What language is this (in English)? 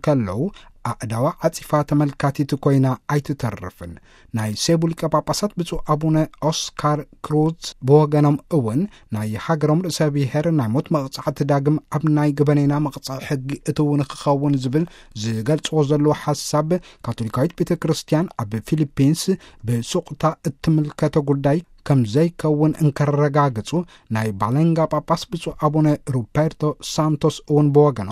Tigrinya